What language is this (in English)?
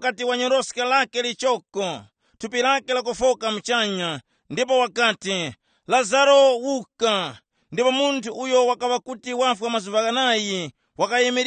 Tumbuka